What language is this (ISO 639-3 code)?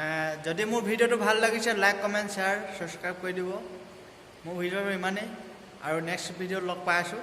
asm